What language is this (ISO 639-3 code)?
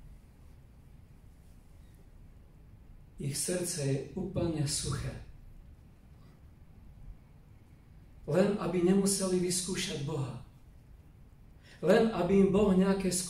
slk